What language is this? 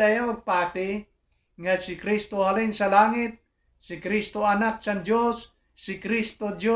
Hiligaynon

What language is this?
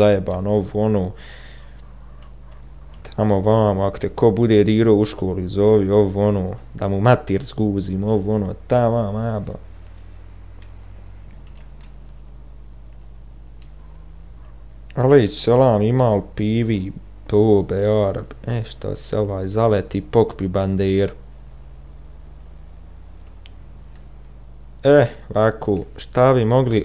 Bosnian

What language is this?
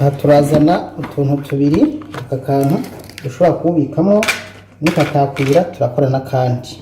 Rundi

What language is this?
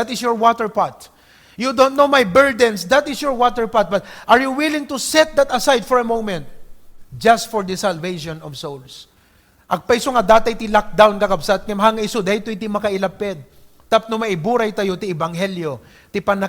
Iloko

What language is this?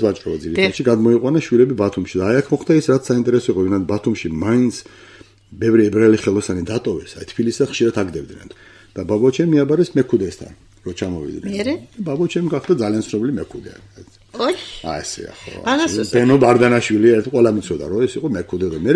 Georgian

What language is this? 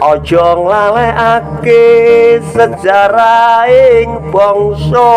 Javanese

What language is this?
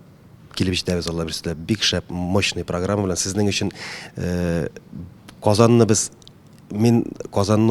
Tatar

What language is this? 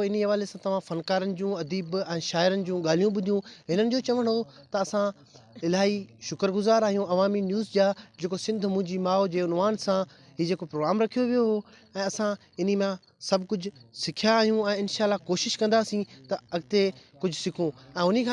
Sindhi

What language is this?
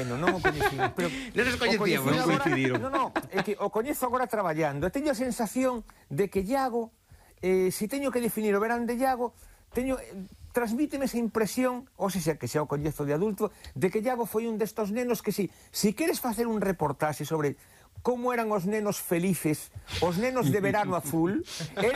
Galician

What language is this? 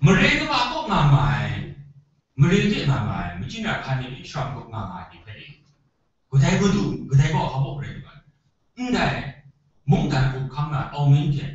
Kachin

